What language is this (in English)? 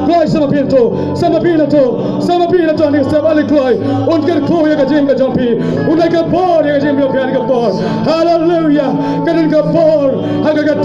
Khasi